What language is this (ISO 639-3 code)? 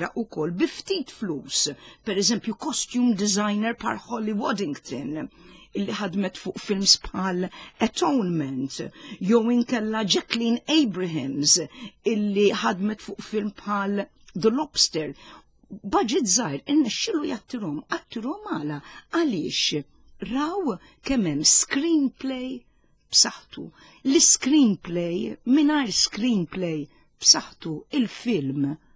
mlt